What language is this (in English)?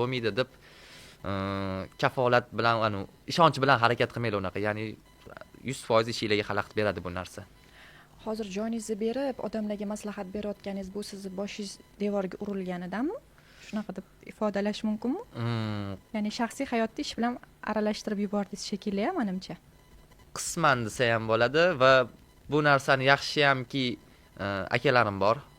Uzbek